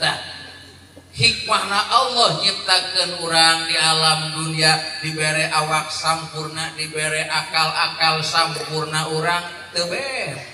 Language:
Sundanese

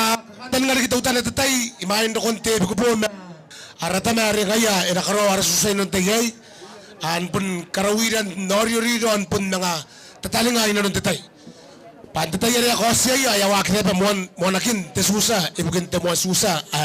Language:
Gilbertese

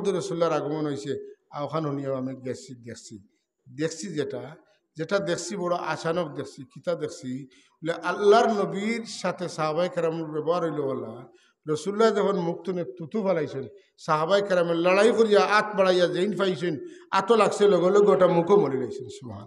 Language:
Sylheti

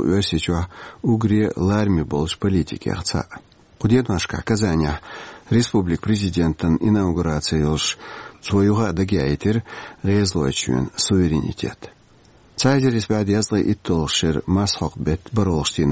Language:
Chechen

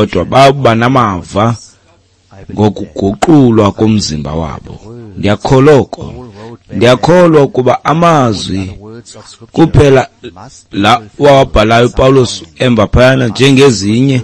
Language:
Xhosa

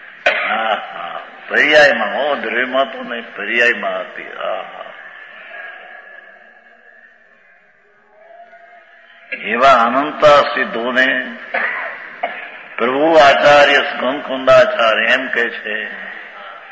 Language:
Gujarati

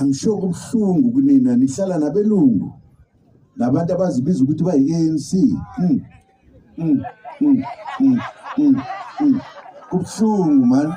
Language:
Zulu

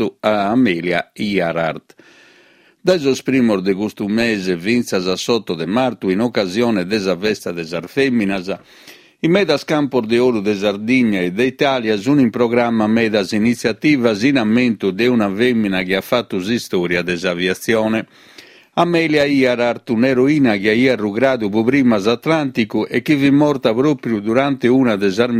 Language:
Sardinian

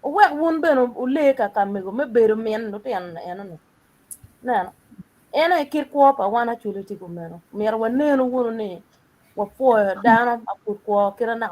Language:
Acoli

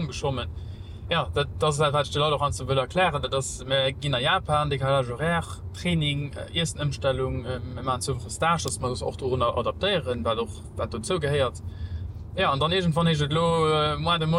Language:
Luxembourgish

